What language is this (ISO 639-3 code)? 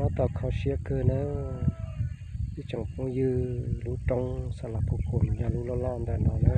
hmn